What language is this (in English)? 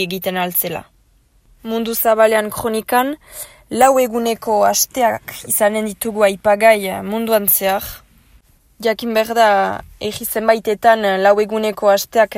Basque